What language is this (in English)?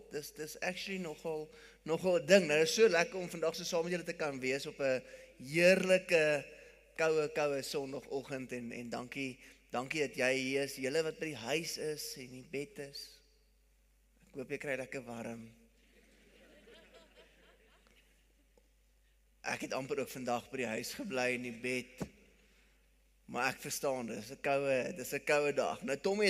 Afrikaans